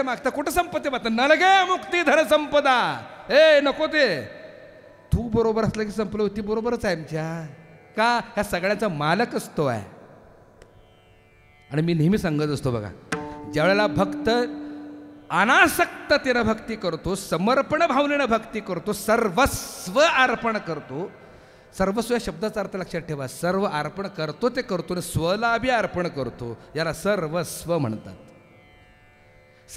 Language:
Marathi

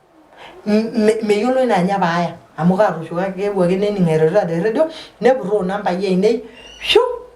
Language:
Masai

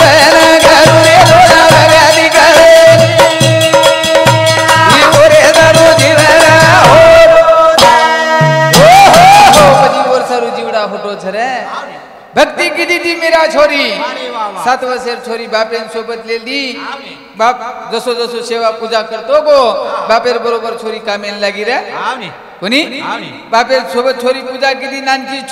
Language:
Lambadi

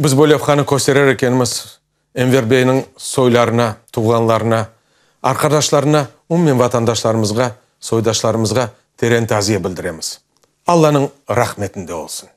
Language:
Crimean Tatar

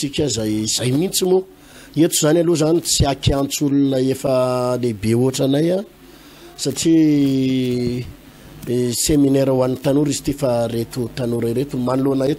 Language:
Malagasy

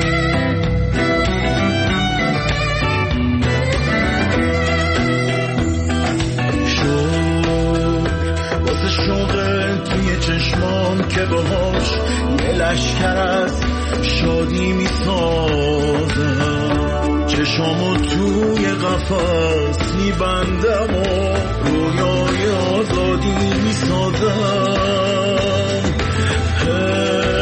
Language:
Persian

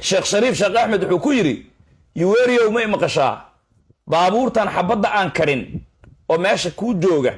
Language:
Somali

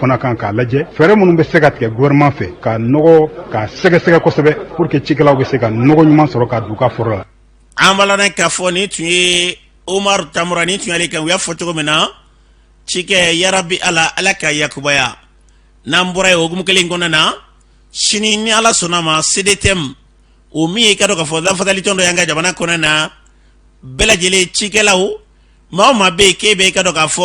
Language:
Bambara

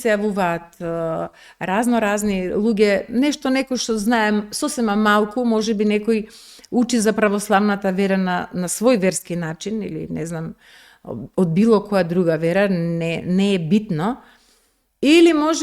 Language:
Macedonian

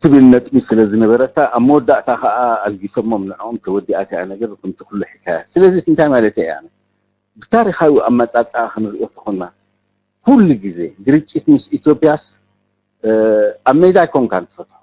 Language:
Tigrinya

